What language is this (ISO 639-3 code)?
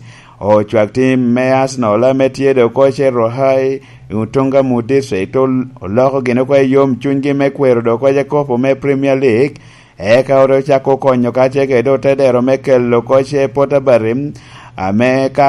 laj